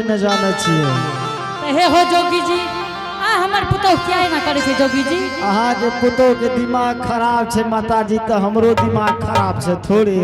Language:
Angika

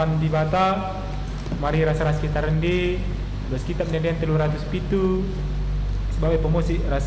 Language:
Batak Karo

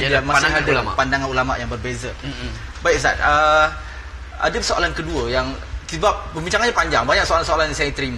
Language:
Malay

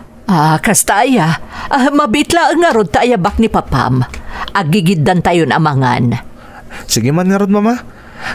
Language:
Iloko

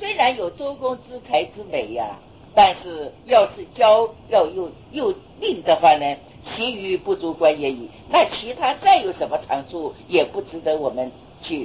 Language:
Chinese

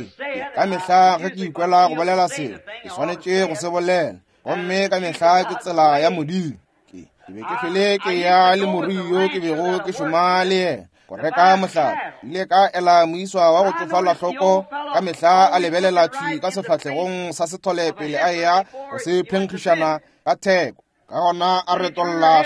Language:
Northern Sotho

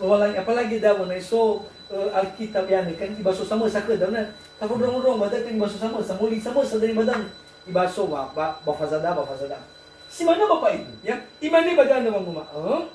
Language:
Nias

